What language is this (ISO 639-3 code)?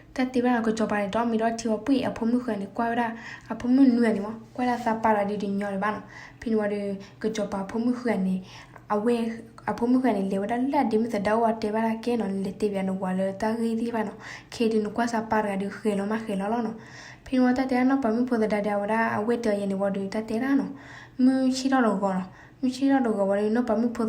ksw